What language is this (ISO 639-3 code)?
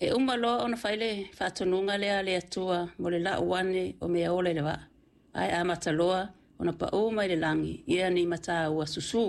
smo